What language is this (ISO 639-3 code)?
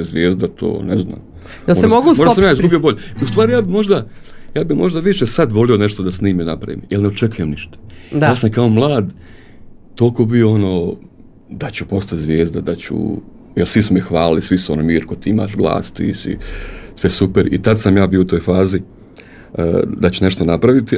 srp